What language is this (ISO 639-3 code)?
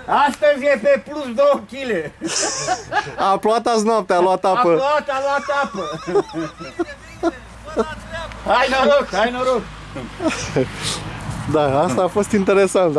ron